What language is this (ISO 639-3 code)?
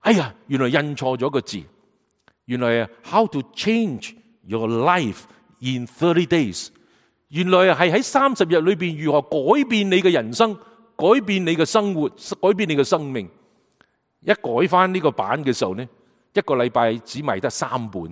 yue